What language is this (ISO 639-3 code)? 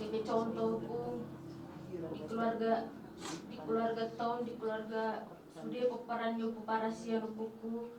bbc